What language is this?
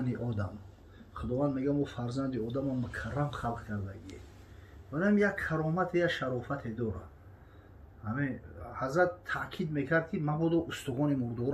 Tajik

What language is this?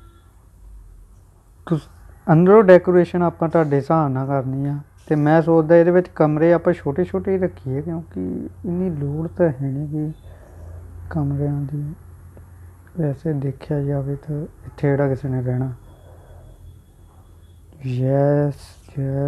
Punjabi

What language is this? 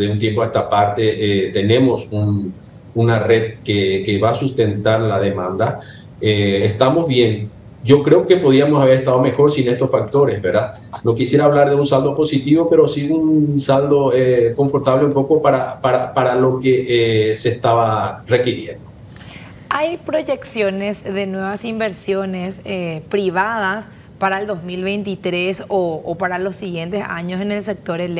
Spanish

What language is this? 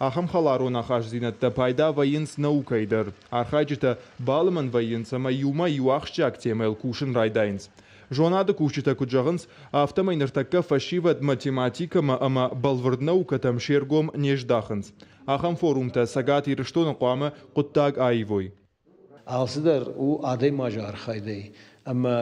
Ossetic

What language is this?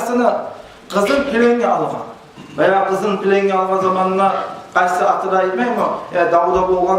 Kumyk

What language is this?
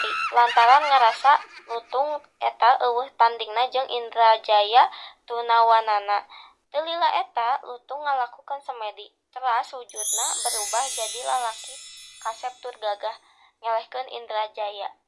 Sundanese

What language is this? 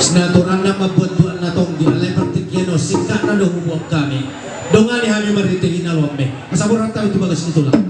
Batak Toba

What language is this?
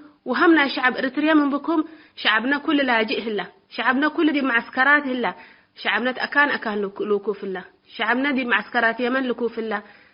Tigre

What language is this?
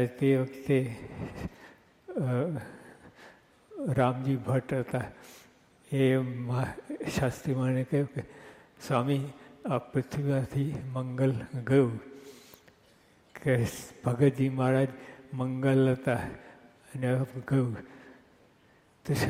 Gujarati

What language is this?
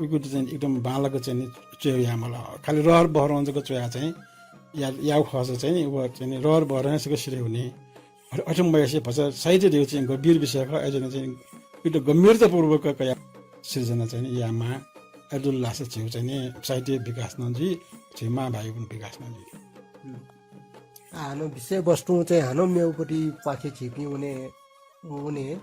Newari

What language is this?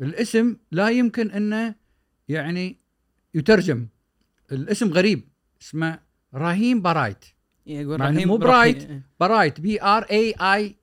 Gulf Arabic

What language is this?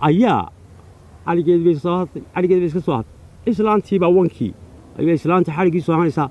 Somali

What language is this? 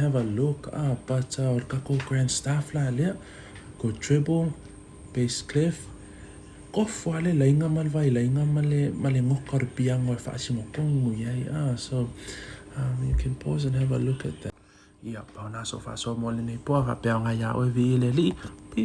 Samoan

